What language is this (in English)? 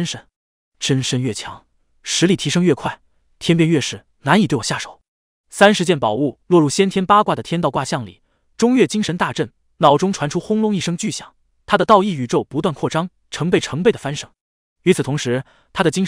Chinese